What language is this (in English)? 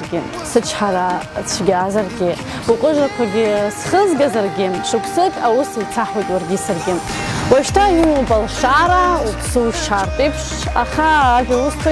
Abkhazian